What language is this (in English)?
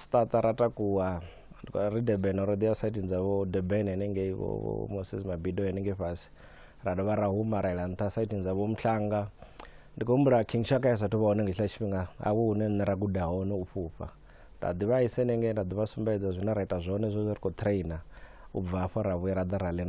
Venda